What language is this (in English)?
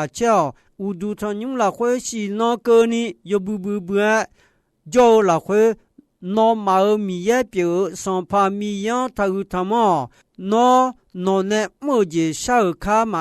Akha